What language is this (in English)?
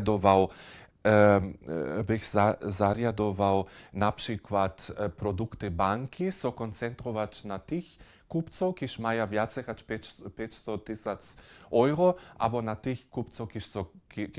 Upper Sorbian